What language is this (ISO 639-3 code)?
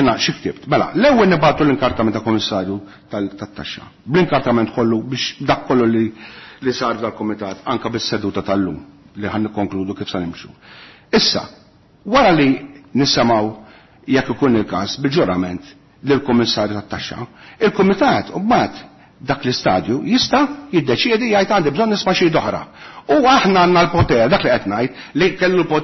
mlt